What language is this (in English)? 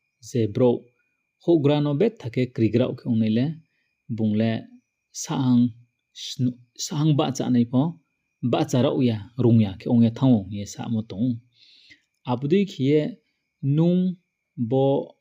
Riang (India)